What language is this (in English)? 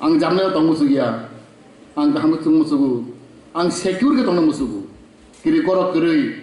Kok Borok